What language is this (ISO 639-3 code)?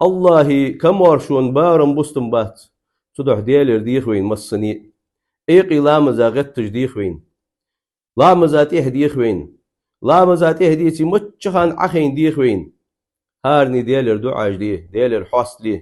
inh